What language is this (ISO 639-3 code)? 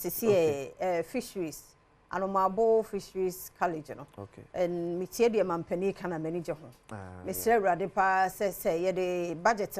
aka